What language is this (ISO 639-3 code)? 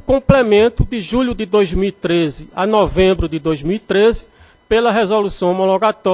por